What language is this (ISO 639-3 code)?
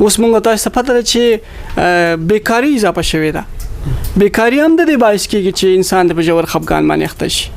pus